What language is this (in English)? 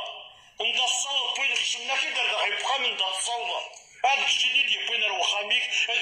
Kabyle